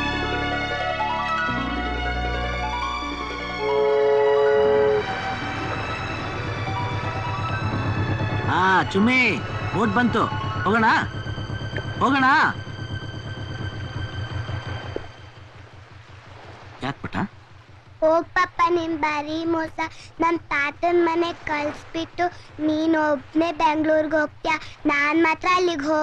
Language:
Kannada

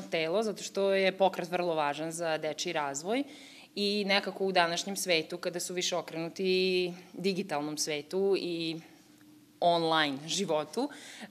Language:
Serbian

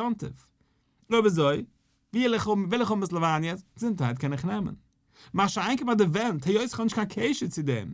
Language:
Yiddish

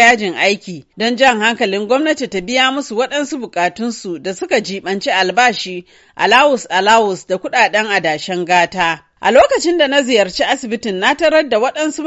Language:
Hausa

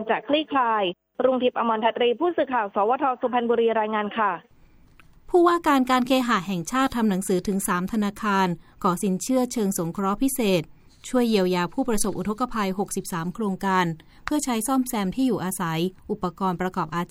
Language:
Thai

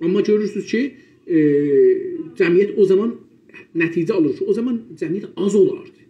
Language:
South Azerbaijani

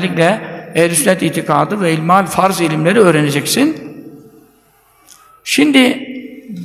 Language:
Turkish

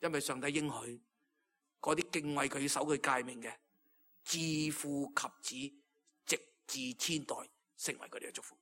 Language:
Cantonese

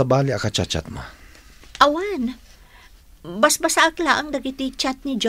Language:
Iloko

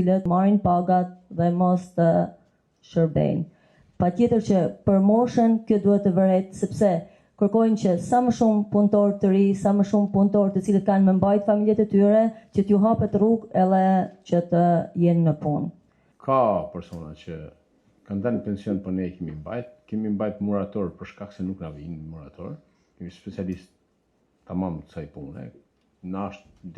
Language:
Albanian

